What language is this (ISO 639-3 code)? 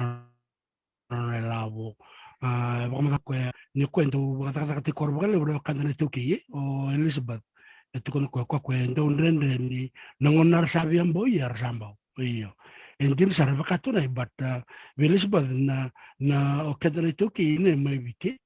fij